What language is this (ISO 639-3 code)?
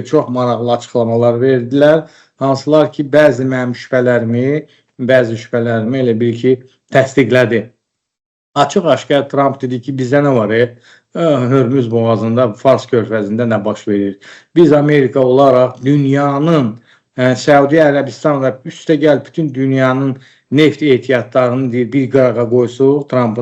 aze